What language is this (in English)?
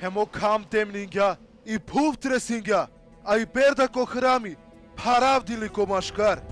Balkan Romani